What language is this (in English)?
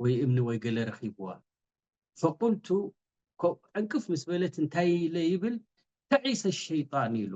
Tigrinya